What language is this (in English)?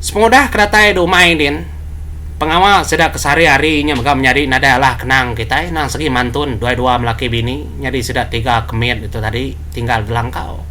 Iban